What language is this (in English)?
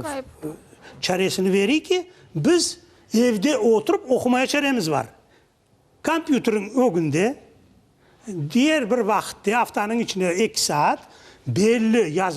Crimean Tatar